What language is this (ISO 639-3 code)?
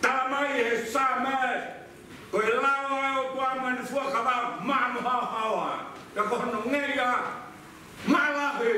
ton